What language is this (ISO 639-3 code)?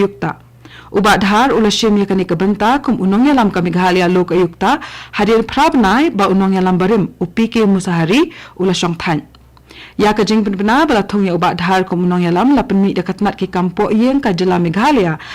kha